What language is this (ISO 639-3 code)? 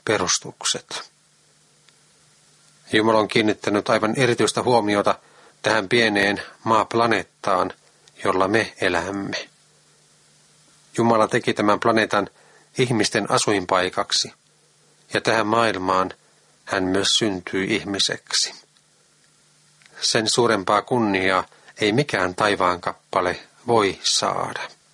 fin